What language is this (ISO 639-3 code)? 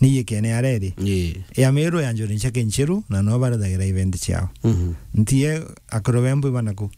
mer